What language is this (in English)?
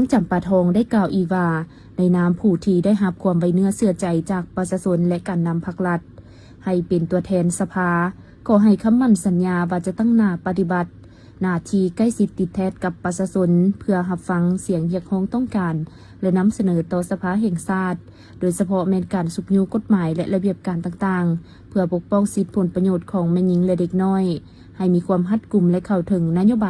Lao